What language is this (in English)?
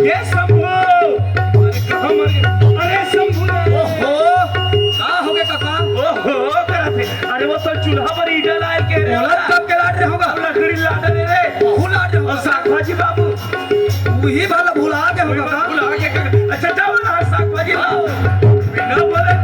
Chhattisgarhi